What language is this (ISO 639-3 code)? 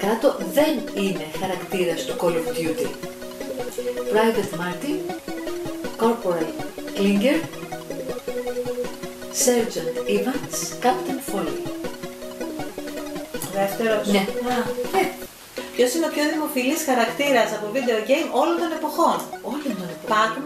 ell